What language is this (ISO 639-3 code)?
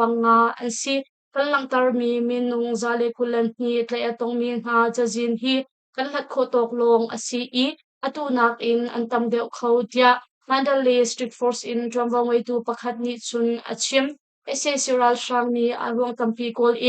cnh